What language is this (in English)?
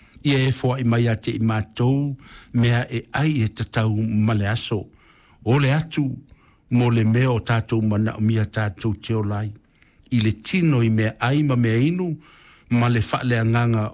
Samoan